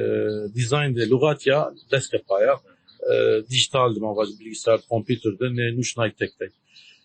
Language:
Kurdish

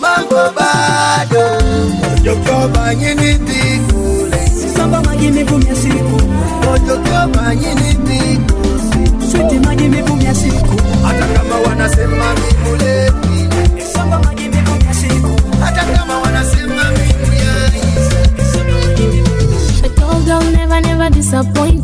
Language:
Swahili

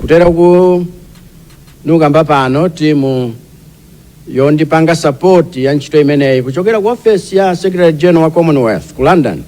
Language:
Nyanja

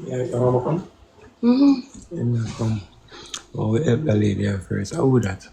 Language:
Jamaican Creole English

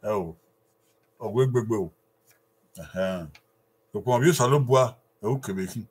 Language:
Bini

